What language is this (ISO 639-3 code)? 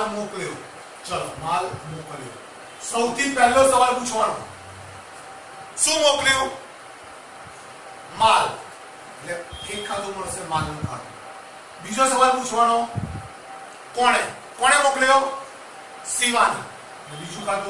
guj